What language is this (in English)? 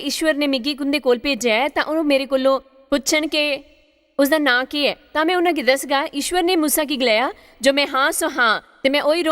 Dogri